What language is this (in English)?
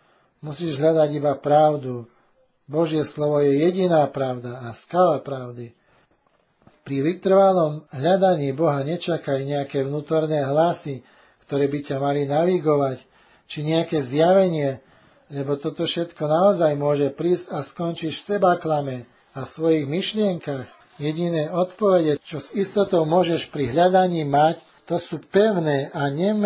Slovak